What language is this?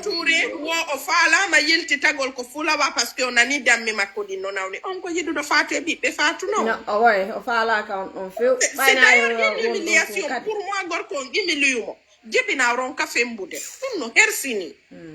Fula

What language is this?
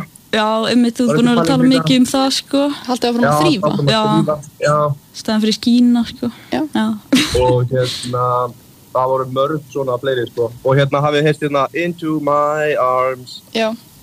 Icelandic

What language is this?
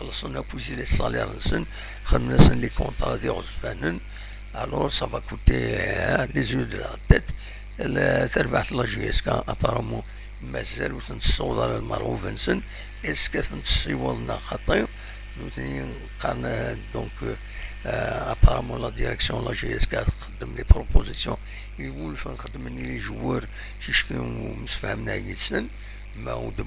Kabyle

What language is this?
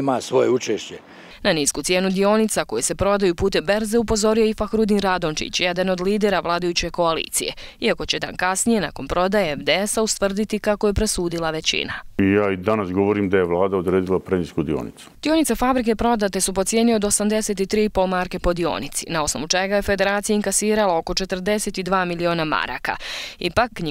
Bosnian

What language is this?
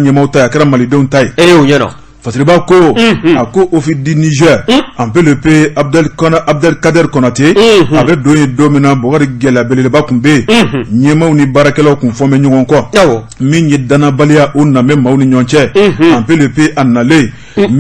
Bambara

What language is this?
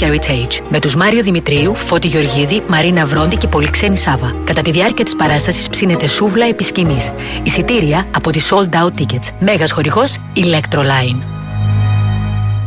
Greek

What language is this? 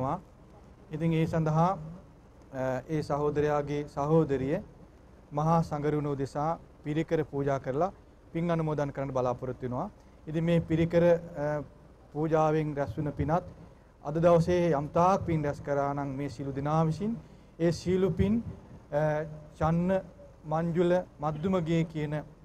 Sinhala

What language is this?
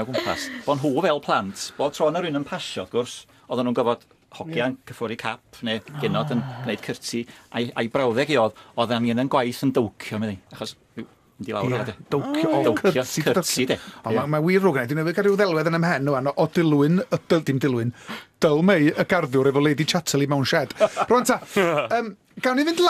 Welsh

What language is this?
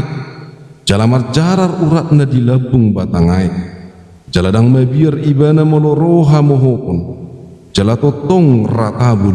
Batak Toba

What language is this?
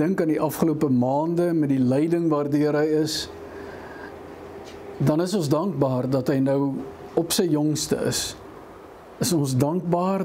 Afrikaans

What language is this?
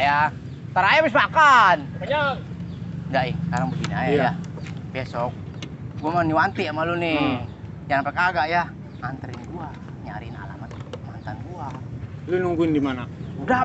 Betawi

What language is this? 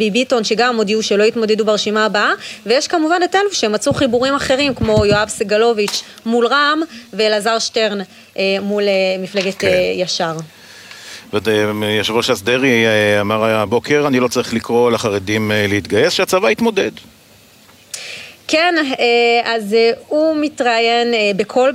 Hebrew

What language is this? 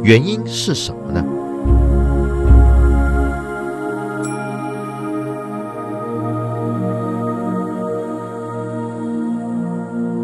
Chinese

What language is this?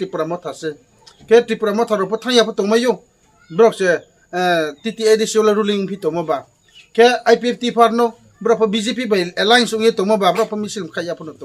Riang (India)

